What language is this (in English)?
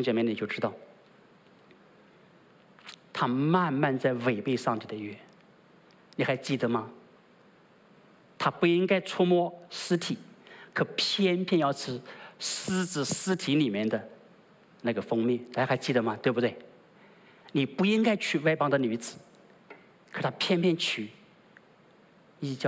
Chinese